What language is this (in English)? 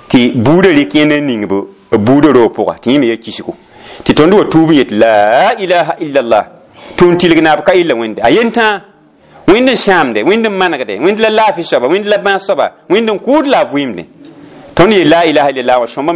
Mossi